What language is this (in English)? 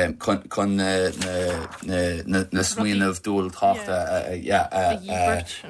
Irish